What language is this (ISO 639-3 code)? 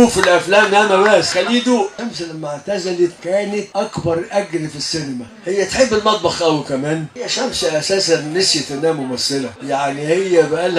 arz